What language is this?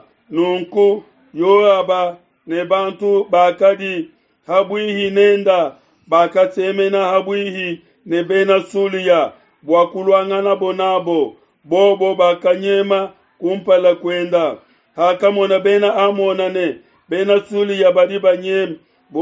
Luba-Lulua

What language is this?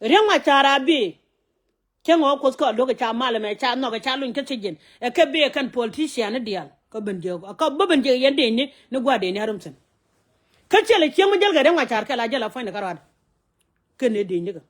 Nuer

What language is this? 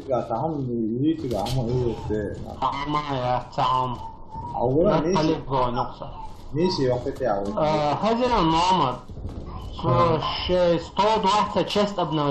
Chechen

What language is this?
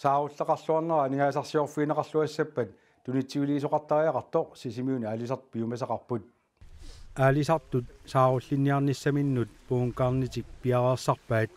Kalaallisut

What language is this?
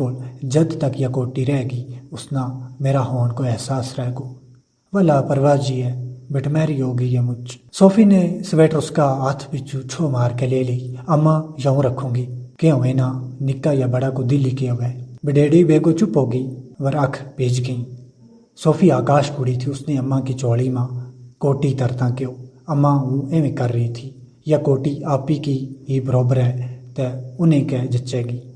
Gujari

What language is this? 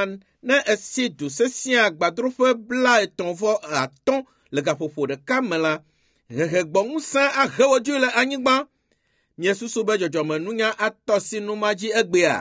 Ewe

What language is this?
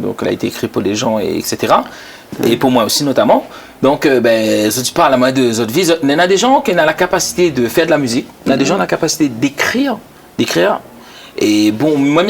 Réunion Creole French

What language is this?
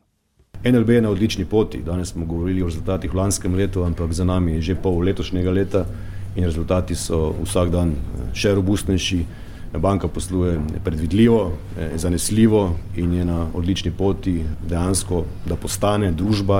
Slovenian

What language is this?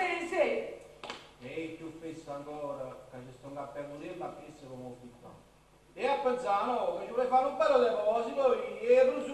Neapolitan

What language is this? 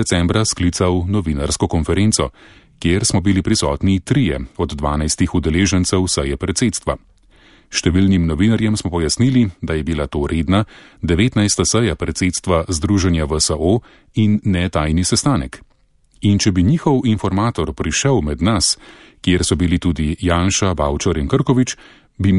Slovenian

